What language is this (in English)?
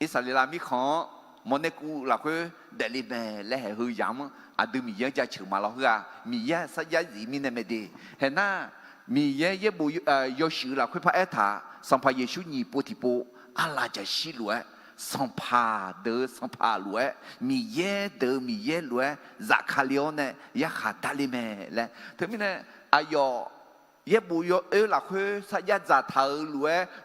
Akha